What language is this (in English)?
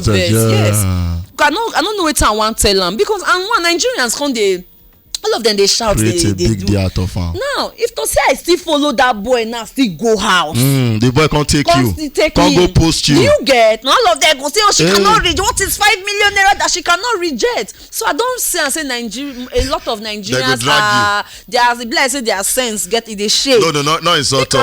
Nigerian Pidgin